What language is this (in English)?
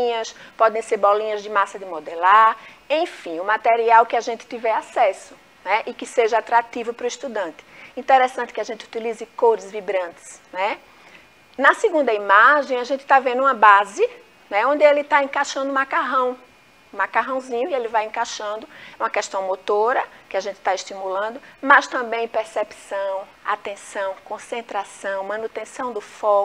Portuguese